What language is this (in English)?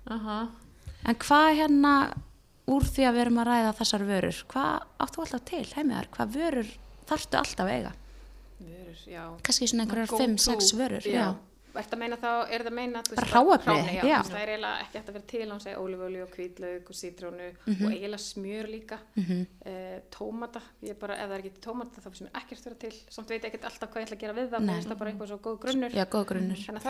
Icelandic